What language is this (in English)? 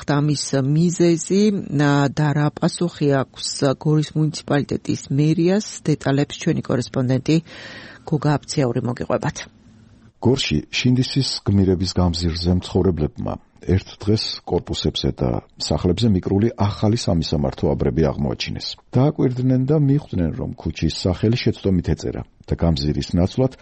Georgian